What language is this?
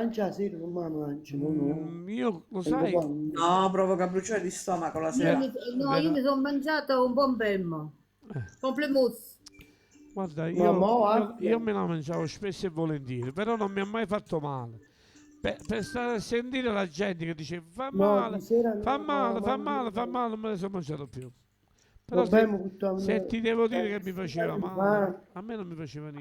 Neapolitan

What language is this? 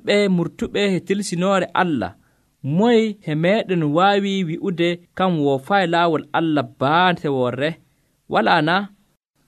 Nigerian Fulfulde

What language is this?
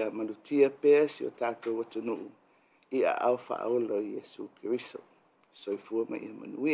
Samoan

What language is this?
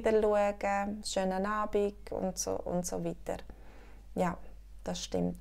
Swiss German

